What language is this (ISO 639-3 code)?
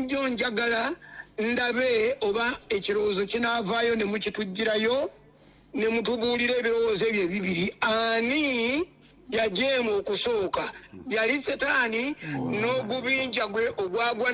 lug